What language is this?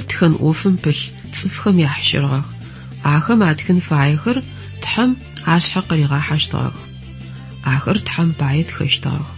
Adyghe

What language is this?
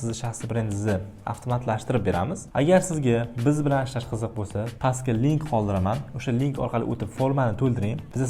Uzbek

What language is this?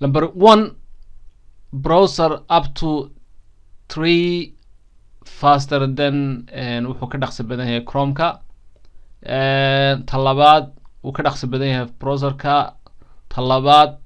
Somali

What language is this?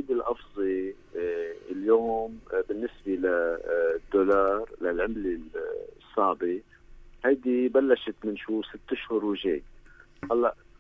North Levantine Arabic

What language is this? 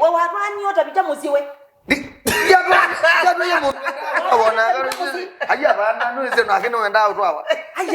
Kamba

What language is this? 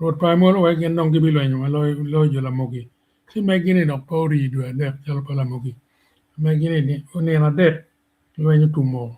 Acoli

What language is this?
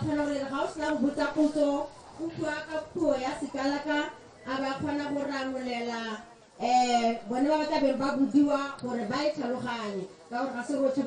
Tswana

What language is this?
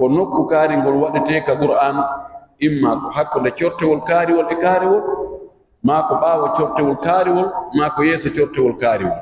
Pular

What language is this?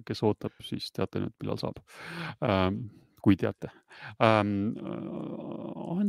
Estonian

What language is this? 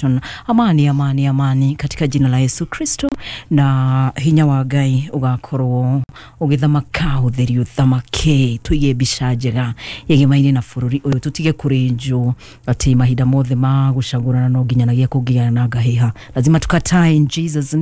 Kikuyu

